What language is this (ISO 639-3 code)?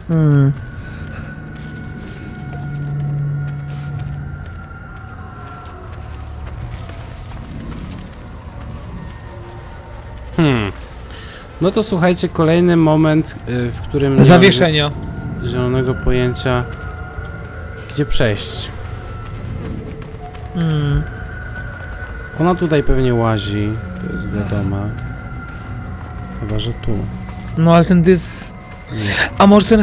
pol